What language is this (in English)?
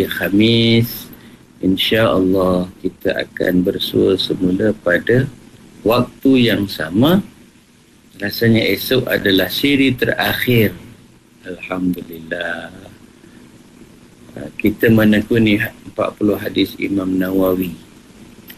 Malay